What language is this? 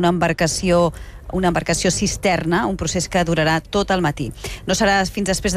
Catalan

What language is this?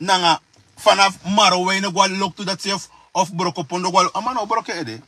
Sranan Tongo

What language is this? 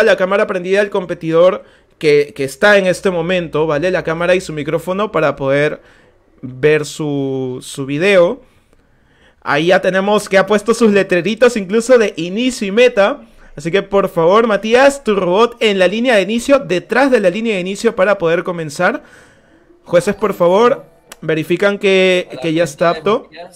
Spanish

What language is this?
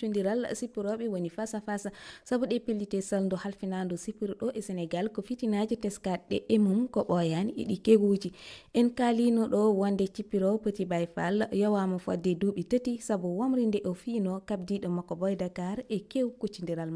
Fula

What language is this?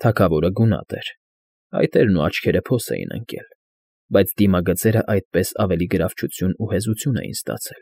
Armenian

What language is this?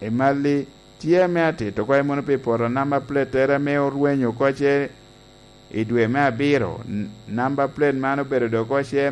Lango (Uganda)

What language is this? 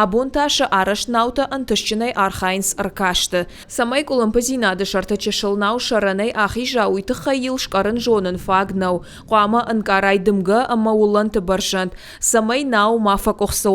Ossetic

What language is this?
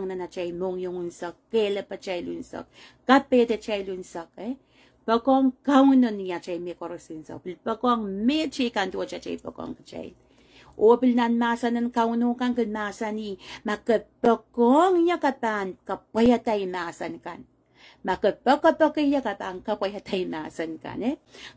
Pohnpeian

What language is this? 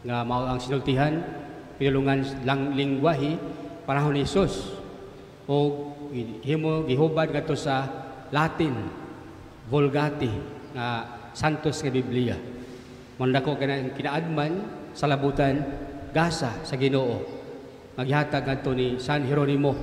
Cebuano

